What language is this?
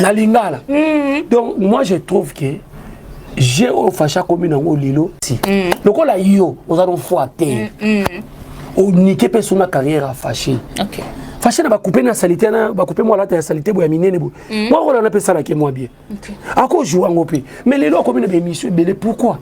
Lingala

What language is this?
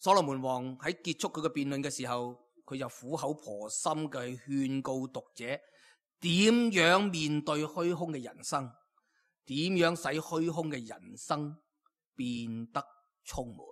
Cantonese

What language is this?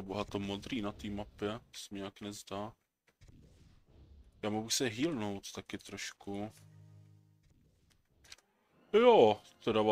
Czech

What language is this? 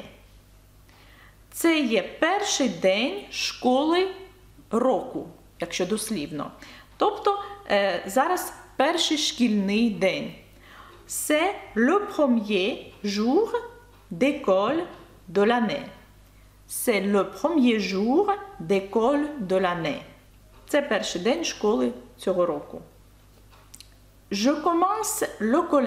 Ukrainian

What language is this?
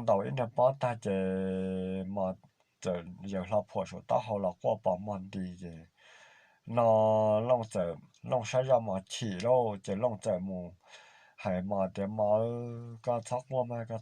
Hmong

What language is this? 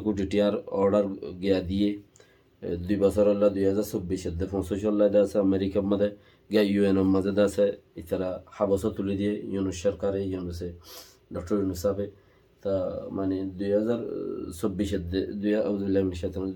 Rohingya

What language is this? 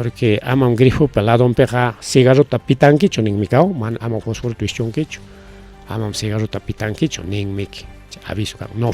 Ayacucho Quechua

